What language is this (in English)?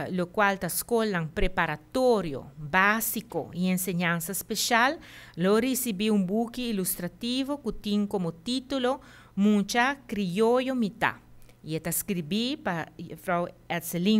Papiamento